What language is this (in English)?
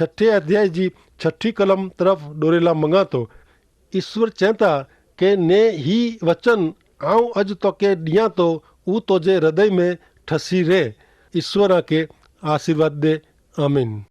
Kachhi